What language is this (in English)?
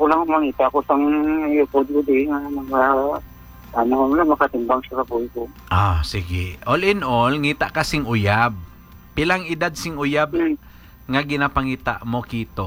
Hiligaynon